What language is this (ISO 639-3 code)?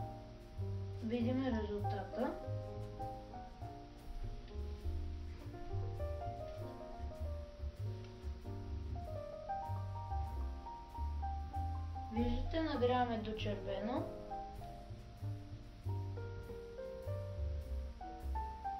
bul